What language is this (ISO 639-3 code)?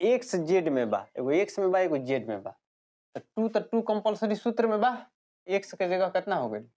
bho